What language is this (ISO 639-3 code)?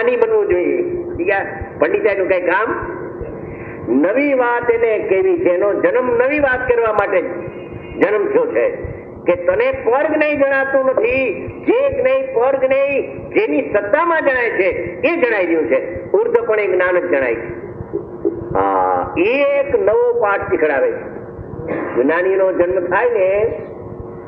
guj